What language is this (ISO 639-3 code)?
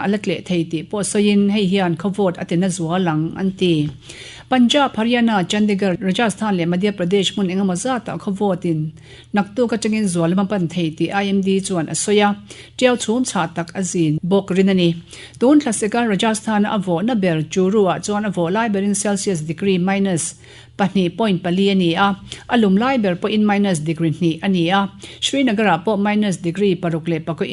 lus